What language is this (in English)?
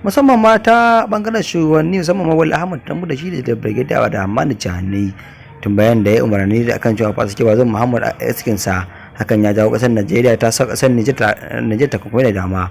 Hausa